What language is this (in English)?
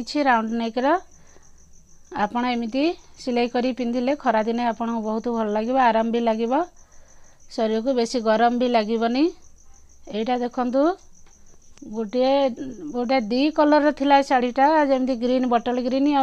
Odia